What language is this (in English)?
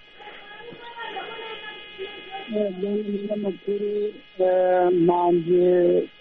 Kinyarwanda